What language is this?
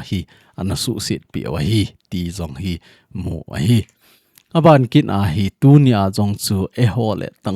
Thado Chin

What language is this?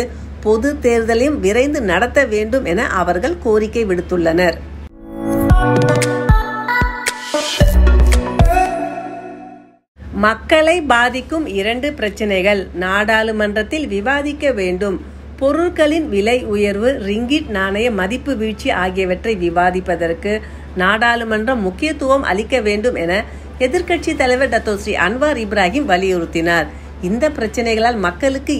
Tamil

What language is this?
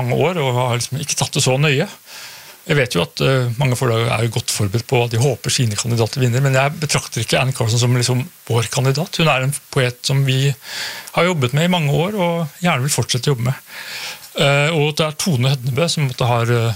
Norwegian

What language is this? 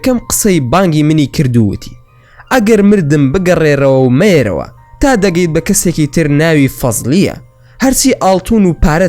Central Kurdish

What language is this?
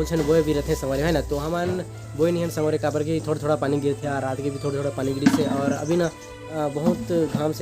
Chhattisgarhi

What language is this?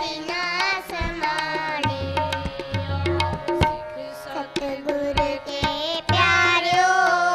Punjabi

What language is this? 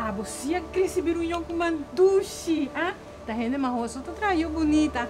Papiamento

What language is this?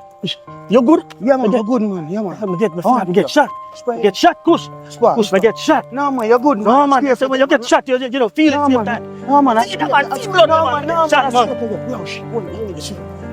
Jamaican Creole English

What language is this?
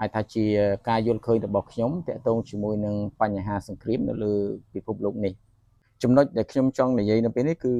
Khmer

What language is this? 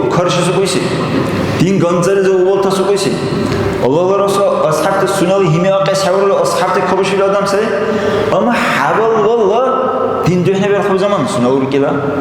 Dargwa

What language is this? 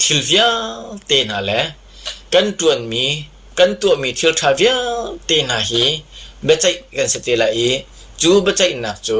Hakha Chin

